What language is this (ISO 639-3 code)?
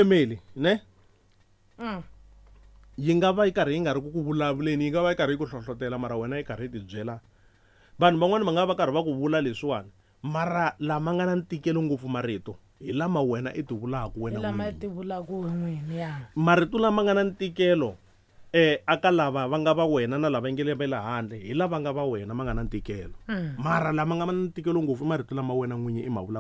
tso